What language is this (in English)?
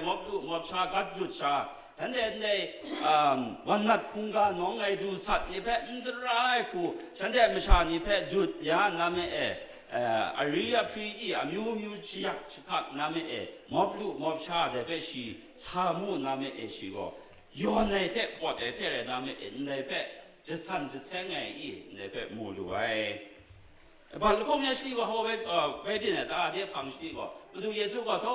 Kachin